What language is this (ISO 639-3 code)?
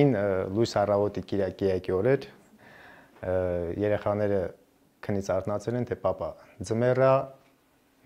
hye